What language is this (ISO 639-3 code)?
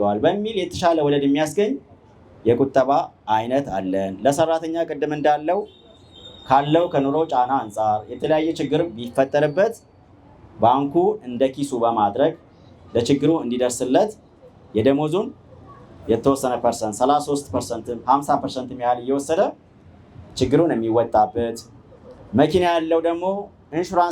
amh